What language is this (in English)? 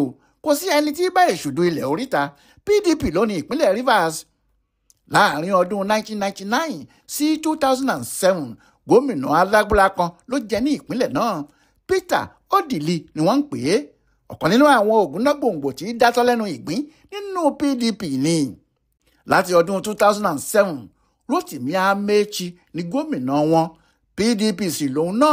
Yoruba